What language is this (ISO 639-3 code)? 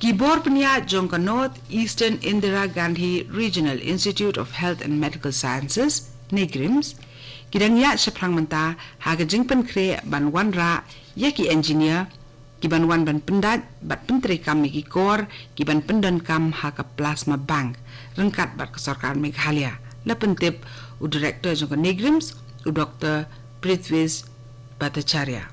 kha